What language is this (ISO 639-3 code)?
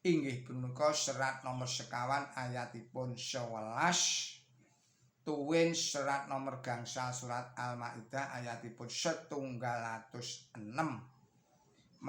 jav